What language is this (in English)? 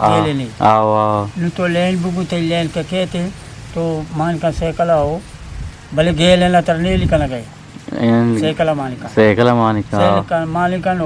Eastern Balochi